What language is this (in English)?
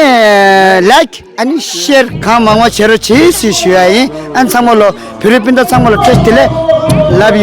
Tibetan